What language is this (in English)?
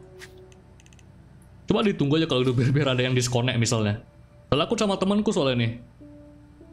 Indonesian